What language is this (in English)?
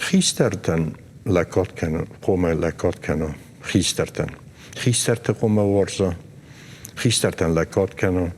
Ossetic